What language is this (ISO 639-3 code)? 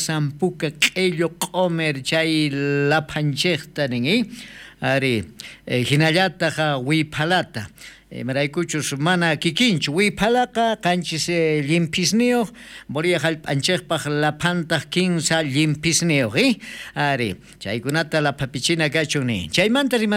quh